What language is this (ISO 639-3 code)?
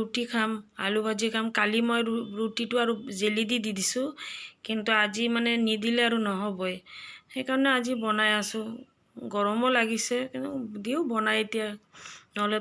asm